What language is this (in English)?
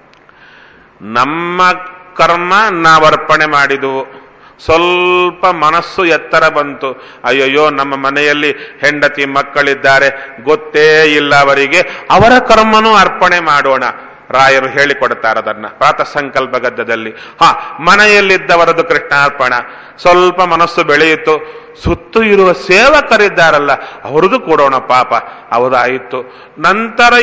Kannada